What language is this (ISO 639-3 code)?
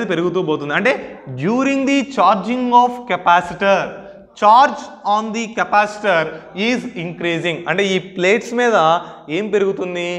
tel